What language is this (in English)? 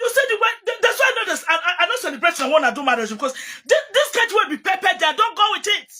Nigerian Pidgin